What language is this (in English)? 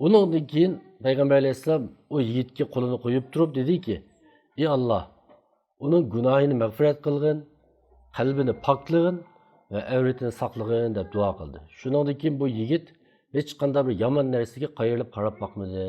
Uyghur